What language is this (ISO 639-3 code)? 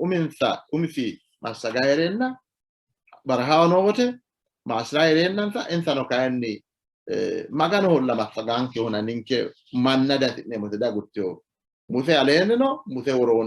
sid